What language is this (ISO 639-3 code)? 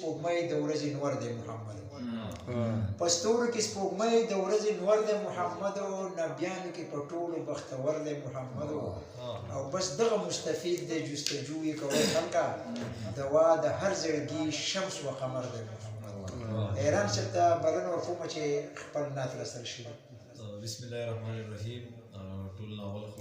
pus